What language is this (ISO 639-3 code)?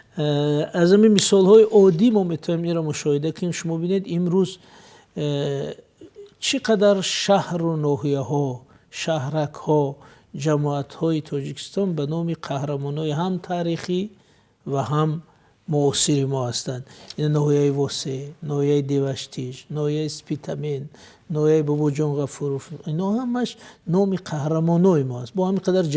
tgk